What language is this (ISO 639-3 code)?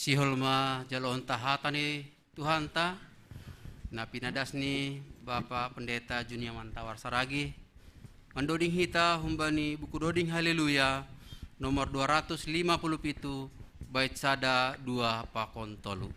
bts